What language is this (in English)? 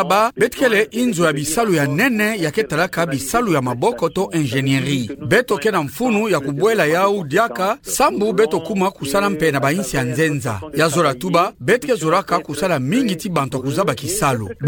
Kituba (Democratic Republic of Congo)